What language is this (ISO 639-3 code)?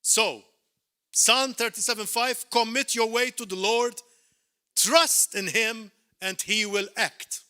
eng